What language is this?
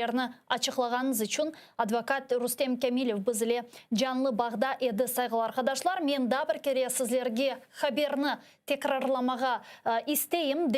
Crimean Tatar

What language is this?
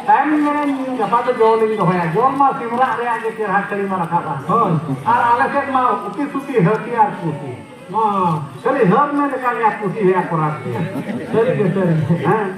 Santali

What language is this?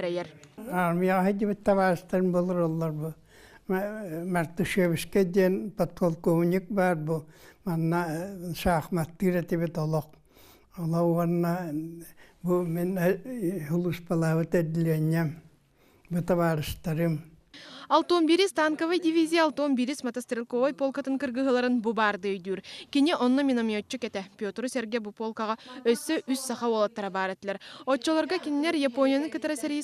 Yakut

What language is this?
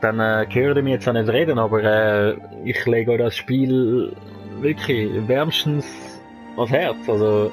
Swiss German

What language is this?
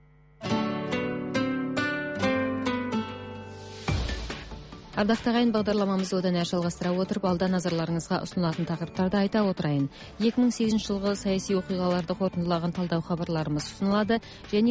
Kazakh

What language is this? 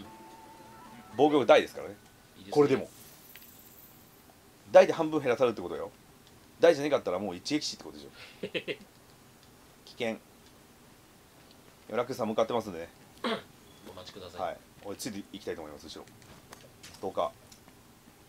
Japanese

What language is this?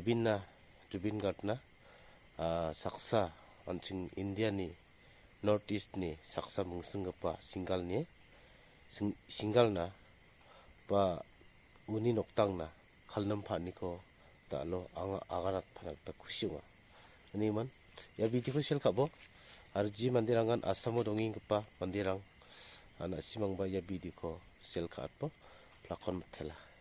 Garo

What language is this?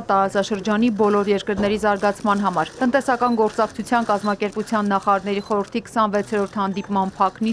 Armenian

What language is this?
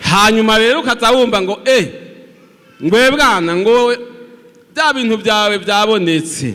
Rundi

